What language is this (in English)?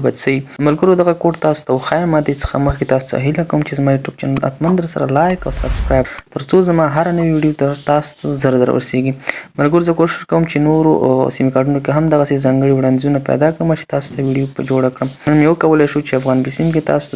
Pashto